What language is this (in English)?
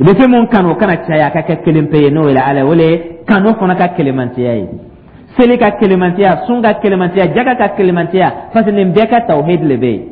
Dyula